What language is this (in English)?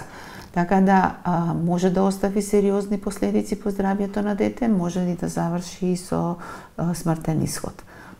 Macedonian